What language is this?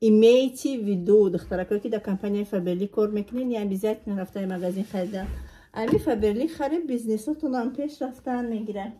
Tajik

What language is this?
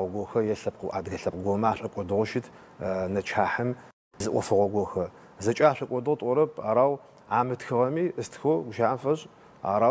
Adyghe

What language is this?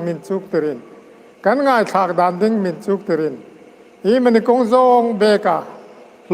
Hmar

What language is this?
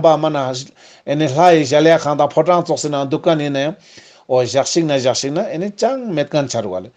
Ladakhi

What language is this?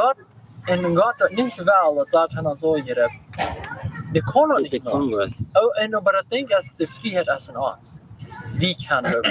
Plautdietsch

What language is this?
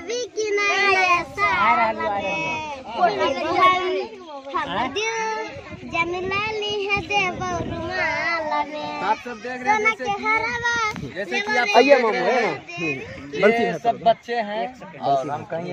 Maithili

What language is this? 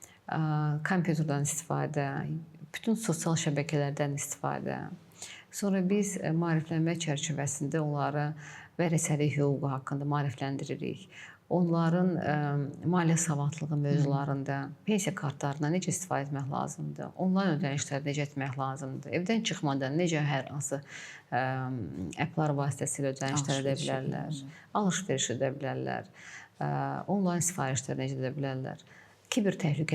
Azerbaijani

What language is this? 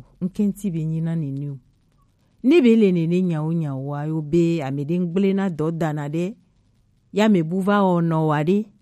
Gen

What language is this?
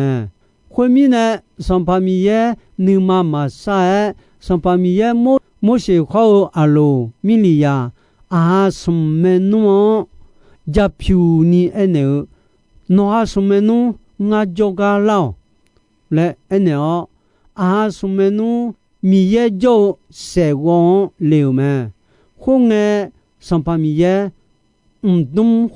Akha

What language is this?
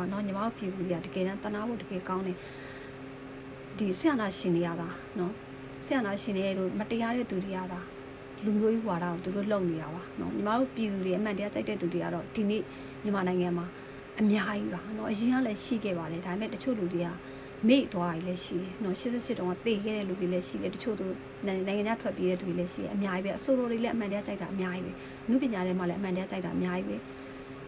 Burmese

